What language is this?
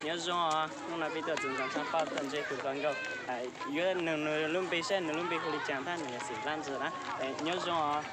Hmong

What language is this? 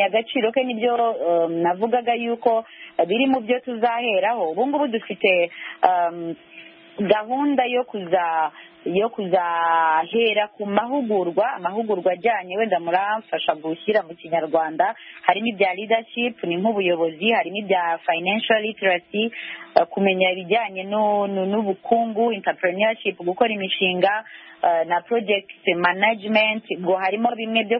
Kinyarwanda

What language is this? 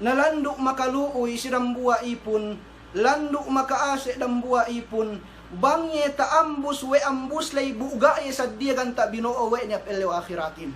Yakan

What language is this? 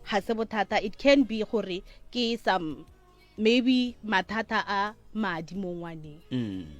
Northern Sotho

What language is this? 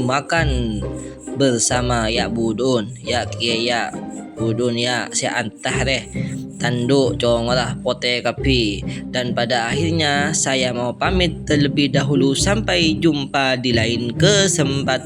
Madurese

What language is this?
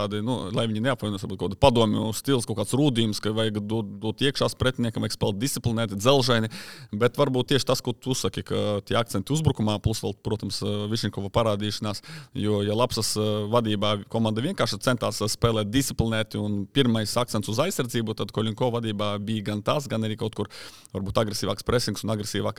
Latvian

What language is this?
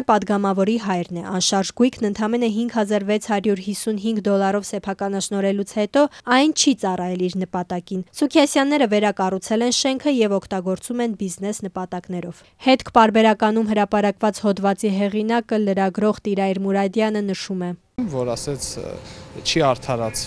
Armenian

